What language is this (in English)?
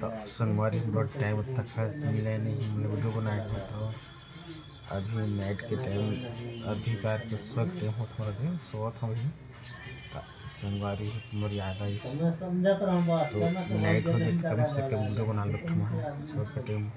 Chhattisgarhi